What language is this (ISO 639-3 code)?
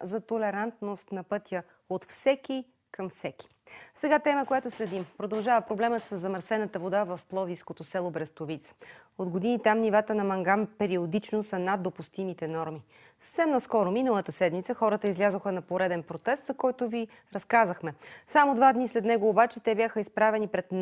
bul